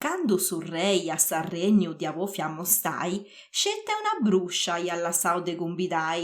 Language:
Sardinian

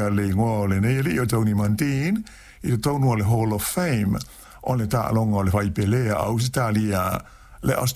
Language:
Samoan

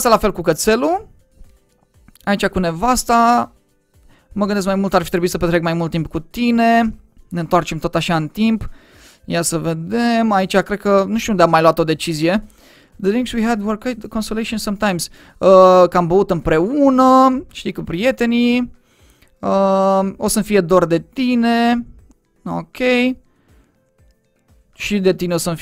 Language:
Romanian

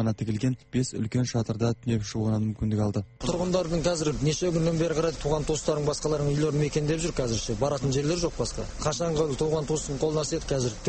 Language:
Kazakh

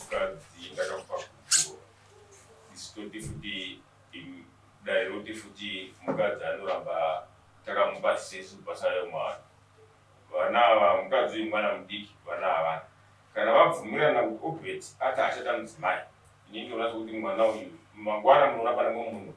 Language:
Shona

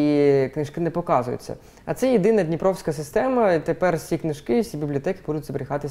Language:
Ukrainian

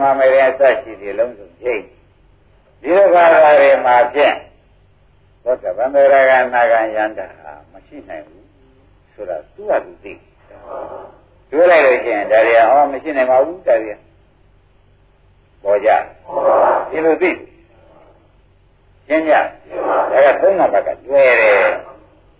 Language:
Burmese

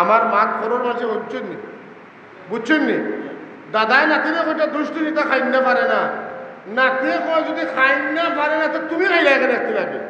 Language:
Sylheti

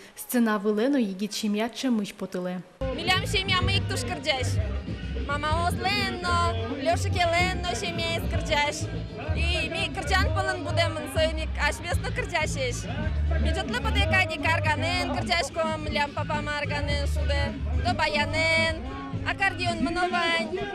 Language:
Udmurt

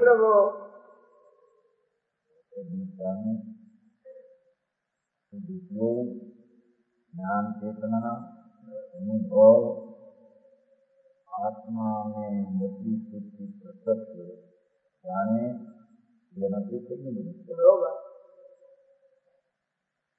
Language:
Gujarati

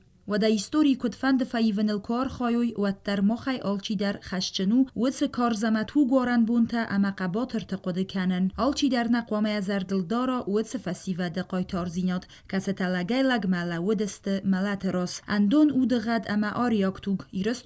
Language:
Ossetic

